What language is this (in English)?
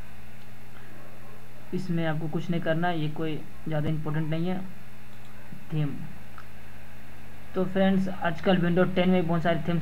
Hindi